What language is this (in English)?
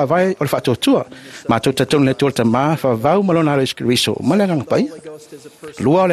Samoan